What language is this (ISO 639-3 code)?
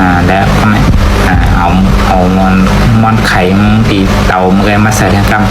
shn